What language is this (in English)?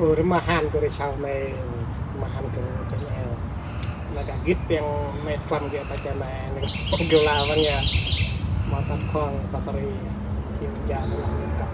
Central Mnong